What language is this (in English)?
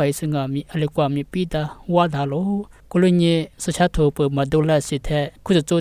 Lisu